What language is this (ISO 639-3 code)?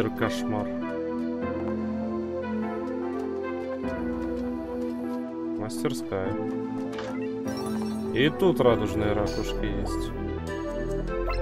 rus